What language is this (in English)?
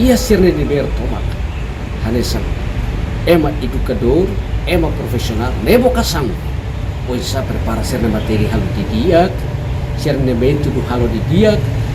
Tetum